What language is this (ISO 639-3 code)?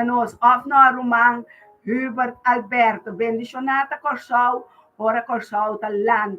pap